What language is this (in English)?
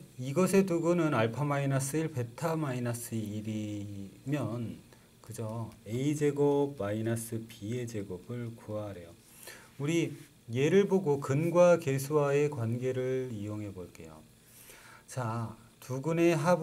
Korean